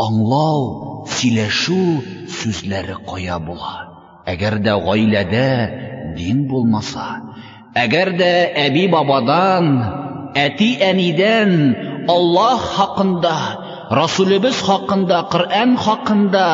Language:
Tatar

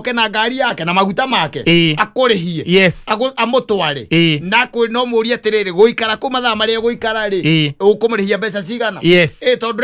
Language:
Kikuyu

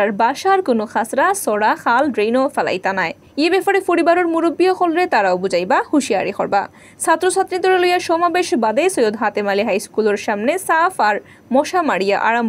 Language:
Sylheti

